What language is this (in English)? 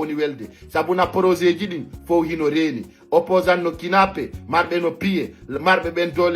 Fula